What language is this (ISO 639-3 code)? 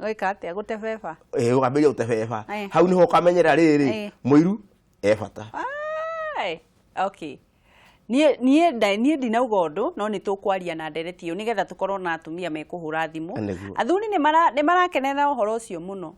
kik